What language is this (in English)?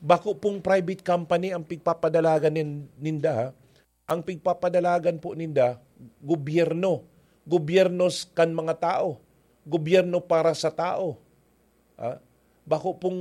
Bikol